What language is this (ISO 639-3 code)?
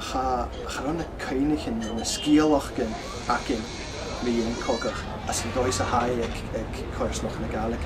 gla